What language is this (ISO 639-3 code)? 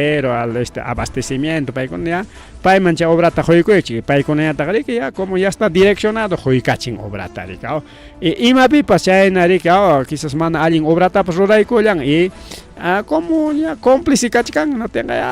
quy